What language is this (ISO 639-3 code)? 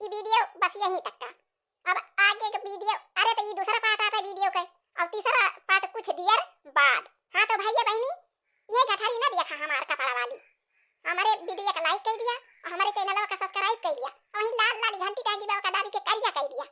awa